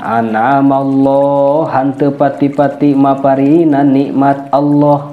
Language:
Sundanese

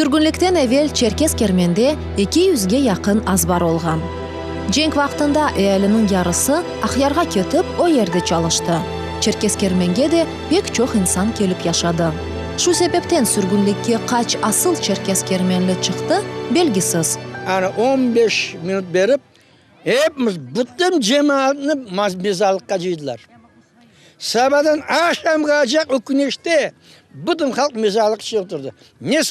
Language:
Crimean Tatar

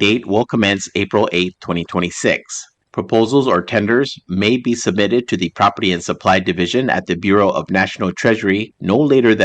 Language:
Palauan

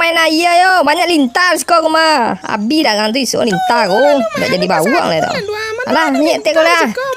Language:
Minangkabau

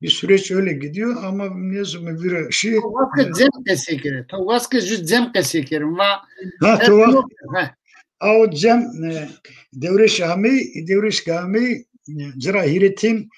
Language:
Zaza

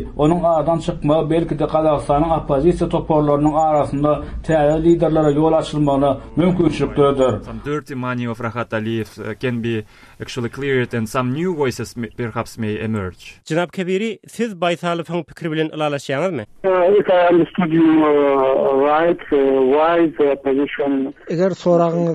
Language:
Turkmen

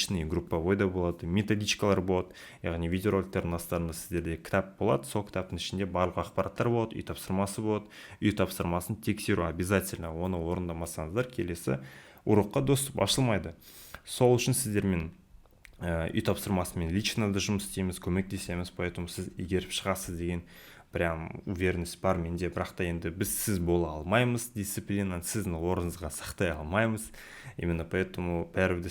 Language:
Kazakh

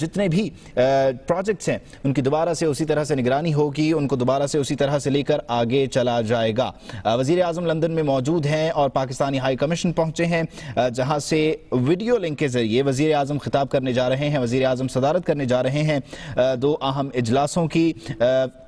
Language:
Urdu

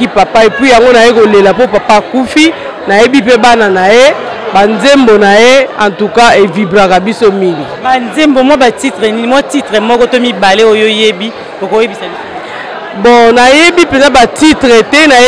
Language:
Lingala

